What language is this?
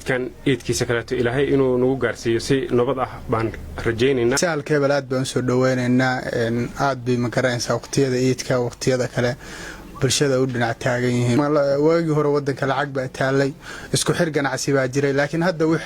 Somali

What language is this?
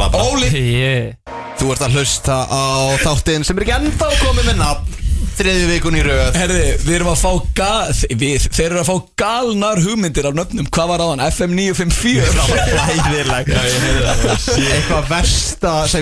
Icelandic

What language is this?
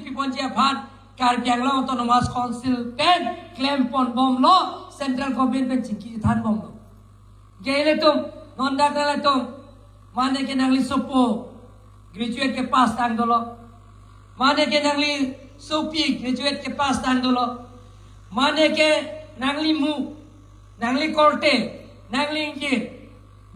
Karbi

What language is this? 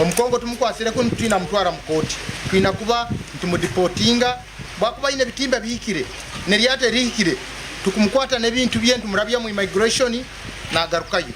Nyankole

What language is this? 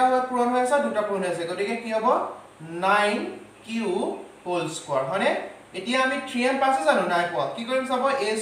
Assamese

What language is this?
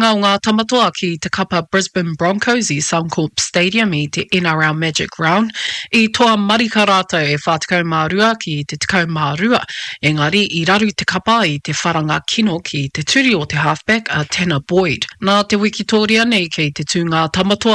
Māori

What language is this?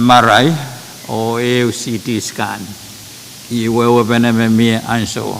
Pohnpeian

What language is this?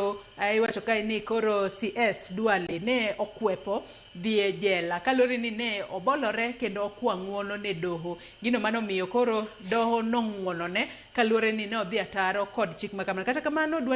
Luo (Kenya and Tanzania)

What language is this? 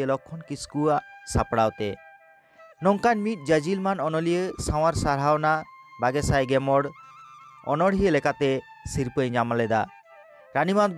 Santali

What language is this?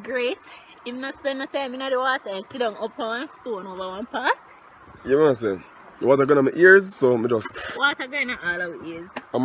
Jamaican Creole English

